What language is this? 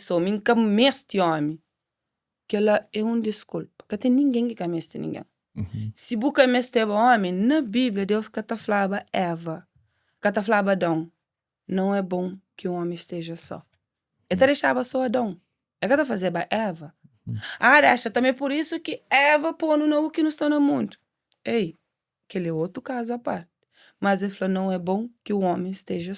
Kabuverdianu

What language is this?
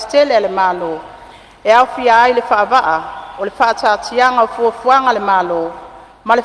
Samoan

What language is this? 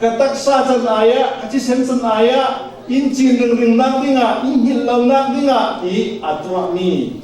Falam Chin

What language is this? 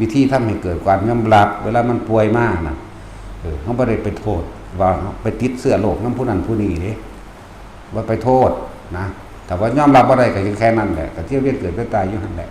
Northeastern Thai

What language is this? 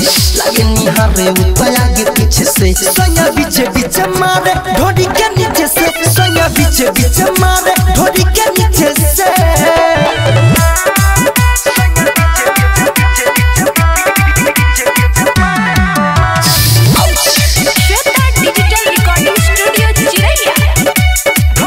Bhojpuri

